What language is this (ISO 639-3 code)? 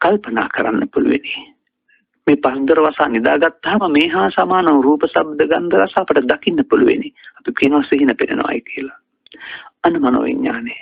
sin